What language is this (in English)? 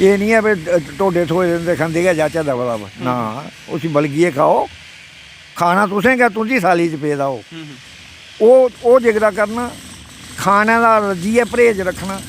Dogri